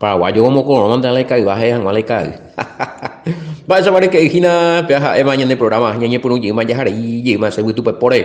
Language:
Guarani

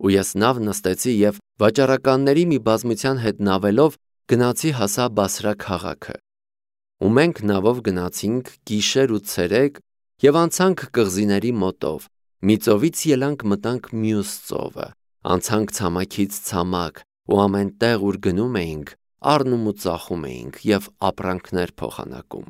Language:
Armenian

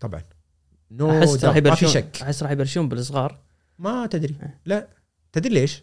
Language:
Gulf Arabic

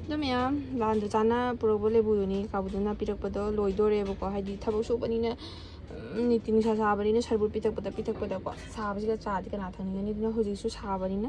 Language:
Manipuri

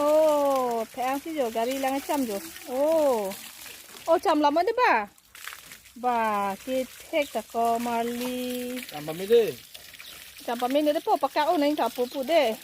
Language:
Karbi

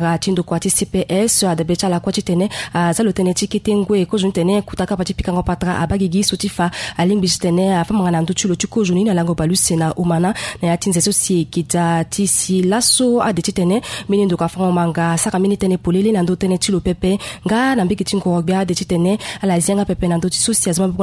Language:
Sango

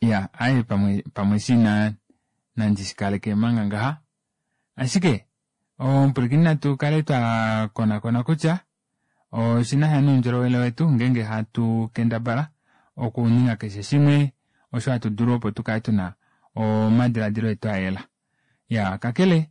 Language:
Kuanyama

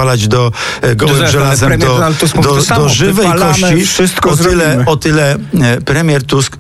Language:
Polish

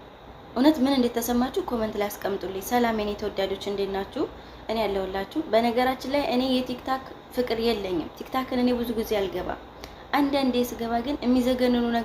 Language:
Amharic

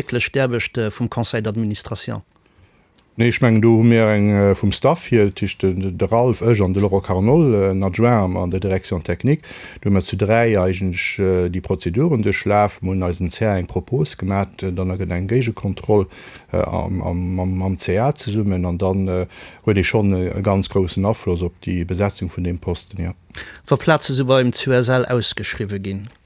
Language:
Luxembourgish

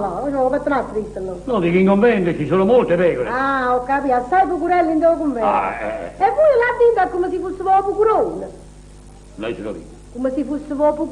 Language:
Neapolitan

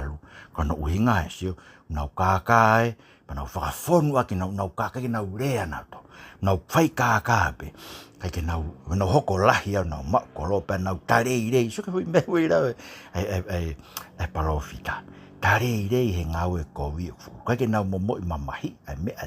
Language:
Tongan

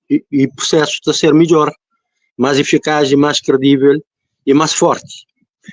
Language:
Kabuverdianu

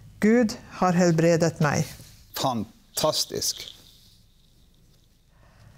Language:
Norwegian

